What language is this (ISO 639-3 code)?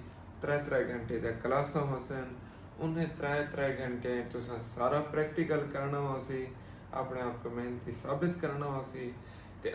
skr